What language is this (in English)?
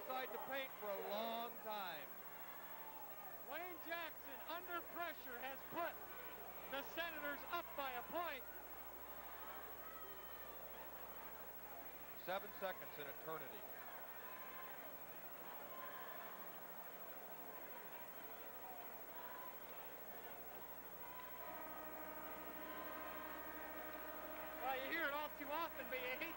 English